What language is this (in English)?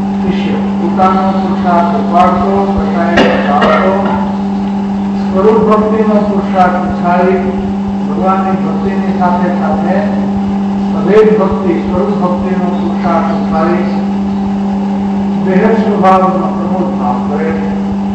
Gujarati